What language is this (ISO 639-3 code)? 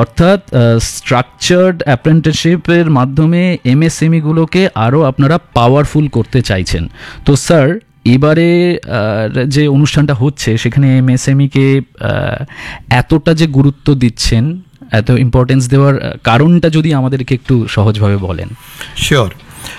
ben